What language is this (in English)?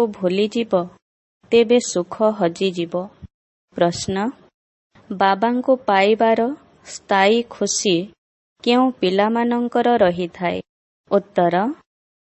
Odia